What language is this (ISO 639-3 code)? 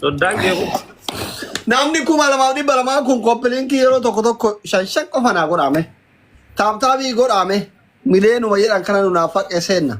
orm